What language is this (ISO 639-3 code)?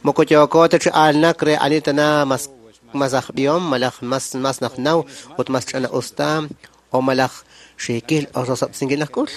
kek